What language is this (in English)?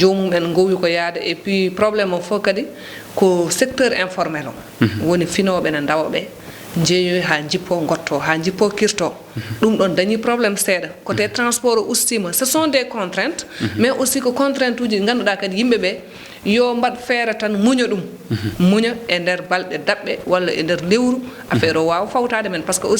Fula